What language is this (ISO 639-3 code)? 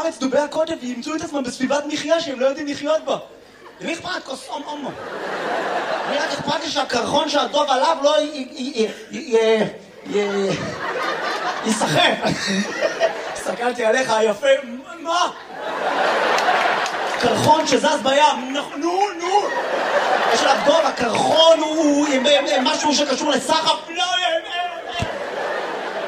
heb